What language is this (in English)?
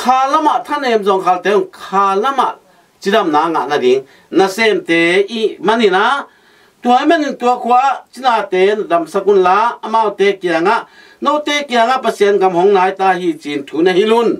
Tedim Chin